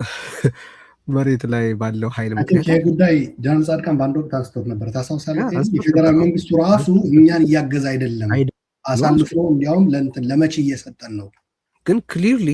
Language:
Amharic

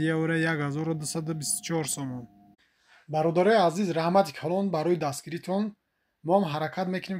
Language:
Tajik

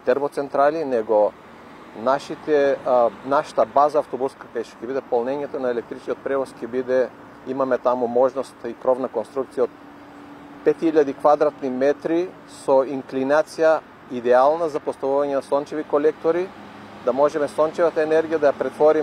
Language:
Macedonian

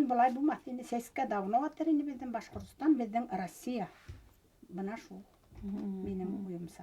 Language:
Bashkir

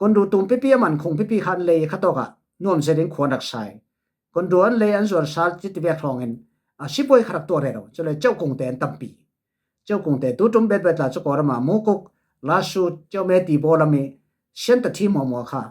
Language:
Falam Chin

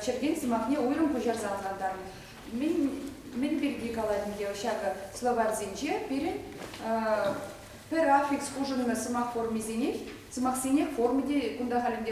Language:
Chuvash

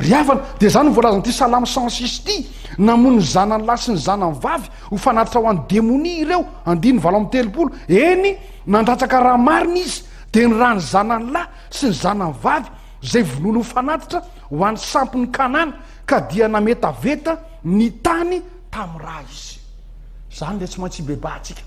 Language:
Malagasy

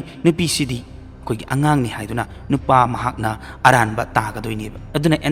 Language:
Manipuri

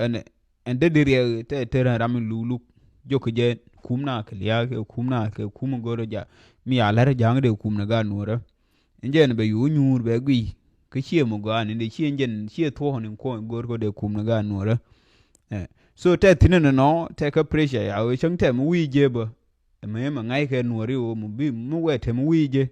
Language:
Nuer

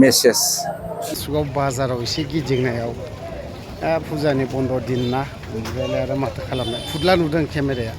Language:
Bodo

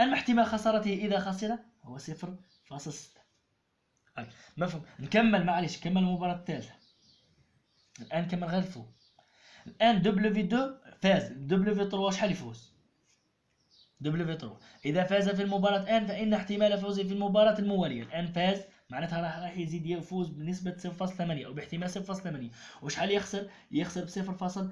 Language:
Algerian Arabic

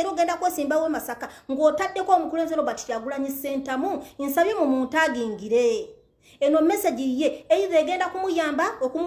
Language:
Ganda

